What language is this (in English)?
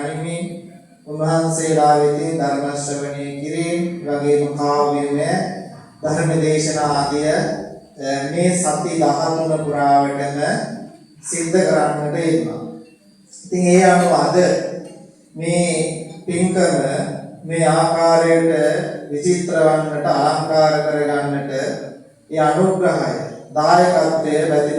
Sinhala